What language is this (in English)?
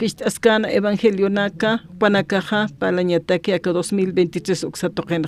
Aymara